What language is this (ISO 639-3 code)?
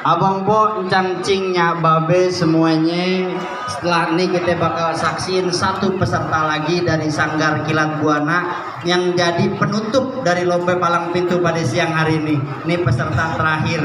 bew